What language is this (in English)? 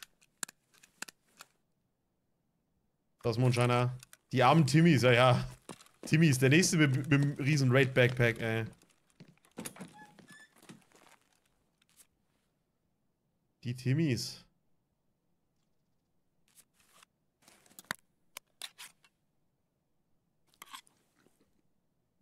German